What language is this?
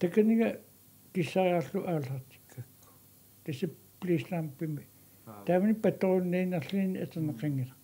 Kalaallisut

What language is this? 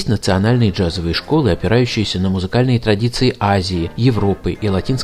Russian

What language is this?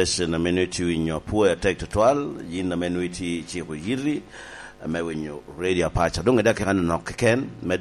Lango (Uganda)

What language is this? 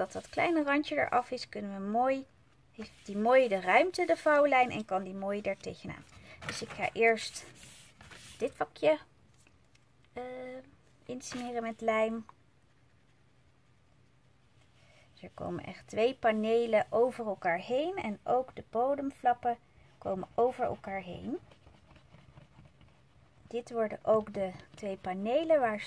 Dutch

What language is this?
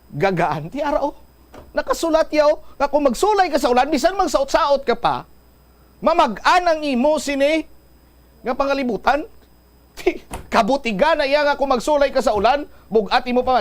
Hiligaynon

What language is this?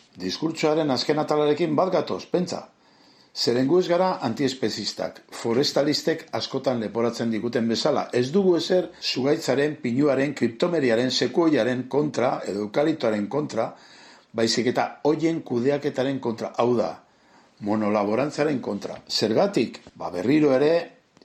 Basque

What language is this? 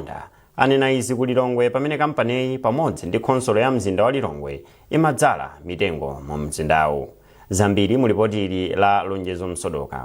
Nyanja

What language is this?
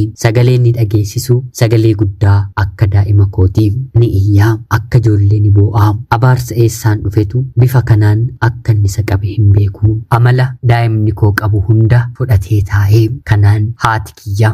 Oromo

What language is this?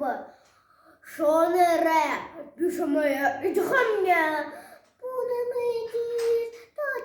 Buriat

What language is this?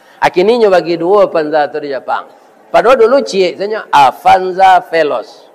Minangkabau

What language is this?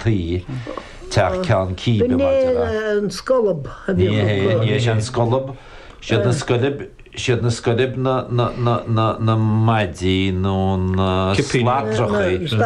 Irish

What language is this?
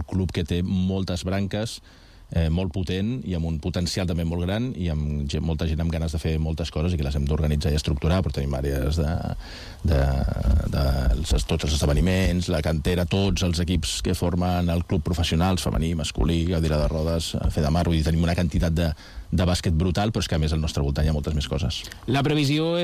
Catalan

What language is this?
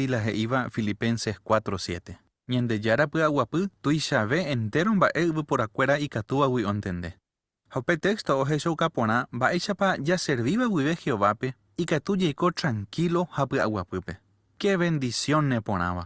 Guarani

